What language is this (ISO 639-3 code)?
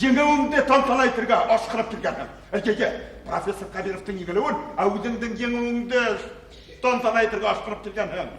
bak